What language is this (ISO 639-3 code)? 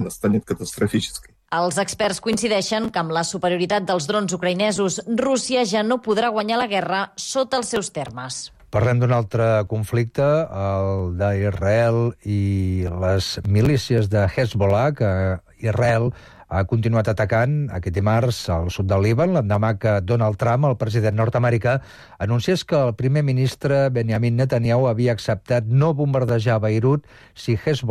cat